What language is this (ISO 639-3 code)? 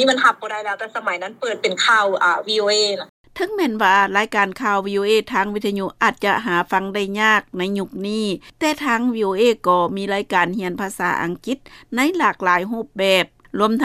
lao